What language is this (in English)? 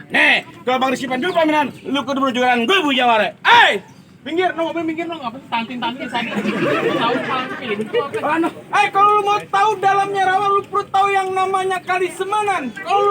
Betawi